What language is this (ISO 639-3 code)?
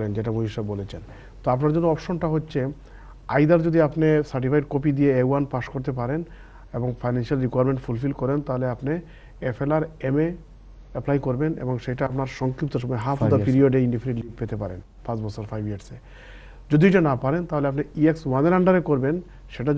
ben